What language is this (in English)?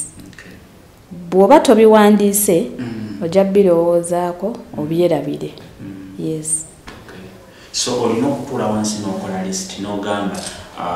Ganda